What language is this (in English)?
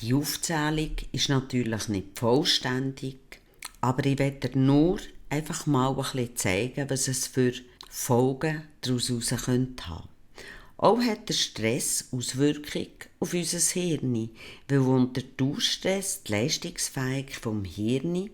Swiss German